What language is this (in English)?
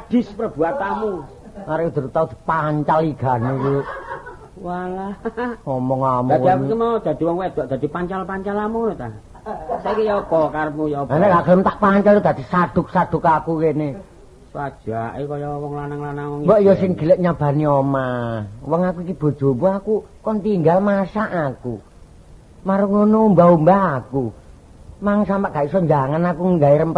Javanese